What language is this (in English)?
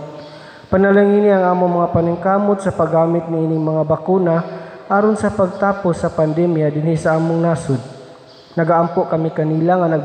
Cebuano